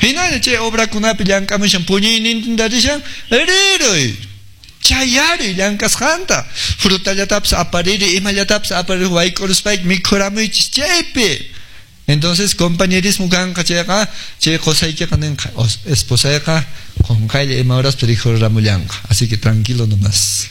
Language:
Quechua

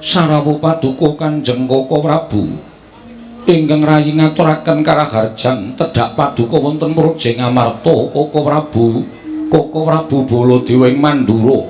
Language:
Javanese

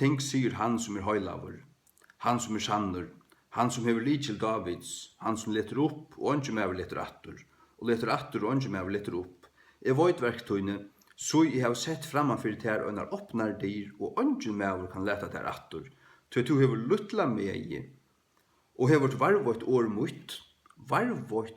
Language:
Faroese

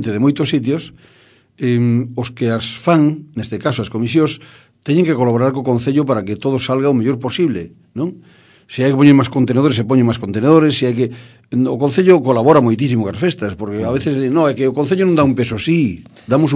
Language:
Galician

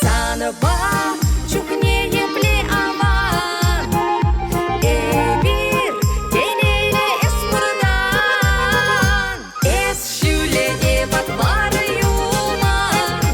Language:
Chuvash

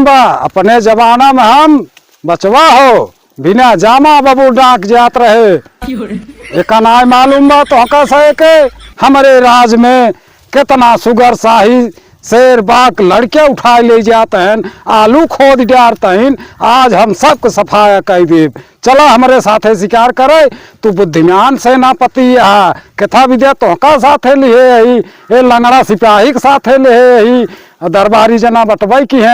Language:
Awadhi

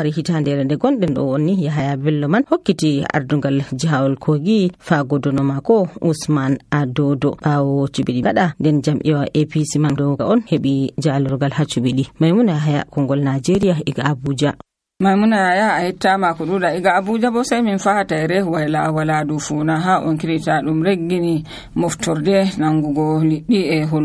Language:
Nigerian Fulfulde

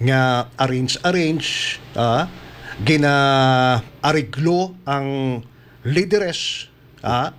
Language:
Hiligaynon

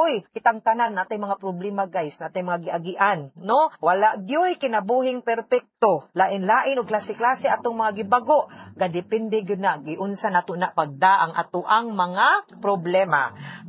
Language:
Cebuano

